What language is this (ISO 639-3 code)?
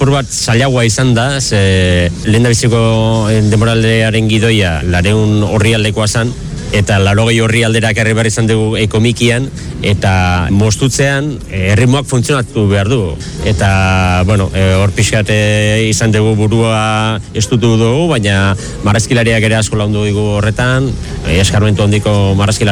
eus